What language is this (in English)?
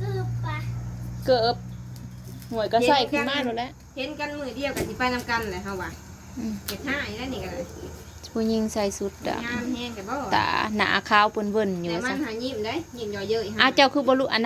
Northeastern Thai